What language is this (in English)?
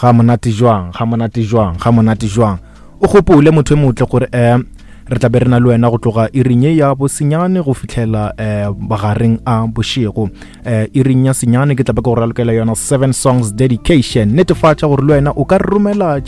Northern Sotho